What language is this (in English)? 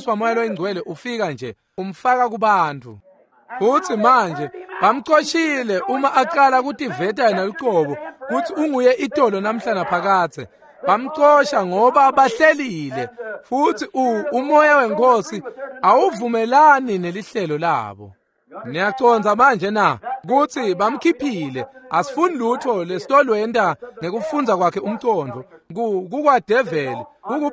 Swati